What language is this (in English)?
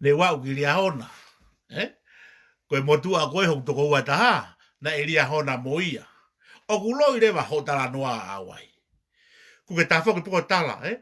Tongan